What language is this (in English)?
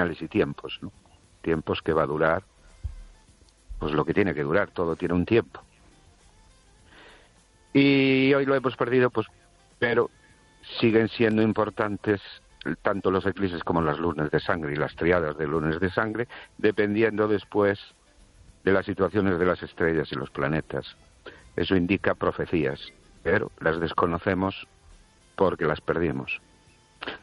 Spanish